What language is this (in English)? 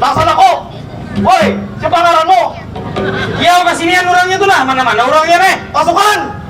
Banjar